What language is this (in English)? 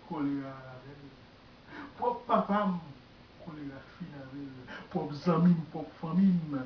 Haitian Creole